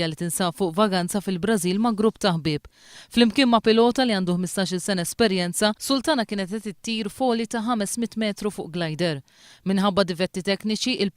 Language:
Maltese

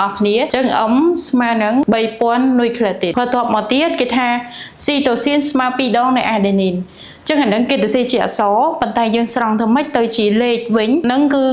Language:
Khmer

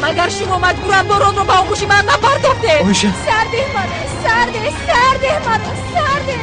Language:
Tajik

